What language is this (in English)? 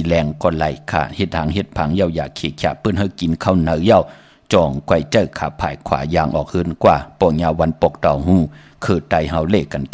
Shan